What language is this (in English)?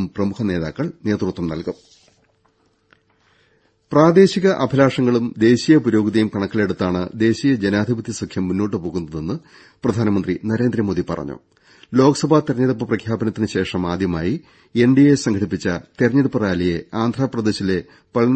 Malayalam